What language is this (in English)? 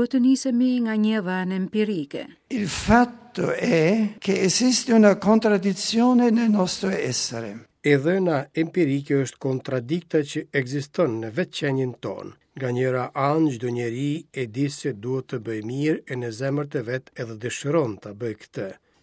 Albanian